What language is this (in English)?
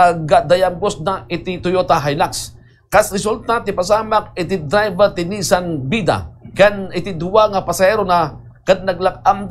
Iloko